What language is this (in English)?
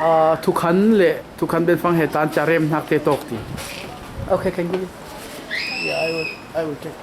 Falam Chin